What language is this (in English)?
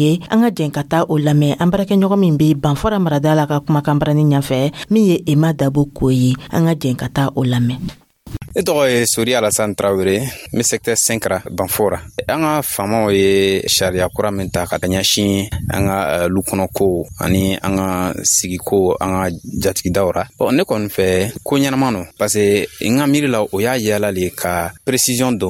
Dyula